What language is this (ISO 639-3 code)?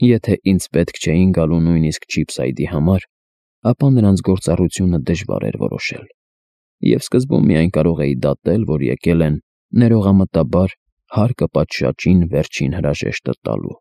hye